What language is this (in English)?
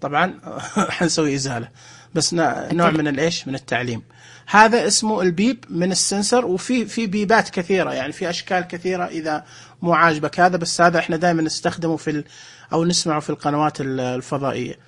Najdi Arabic